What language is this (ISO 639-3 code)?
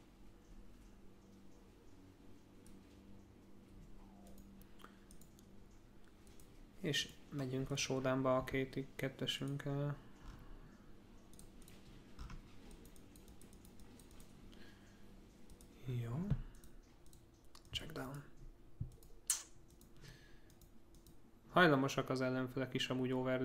hun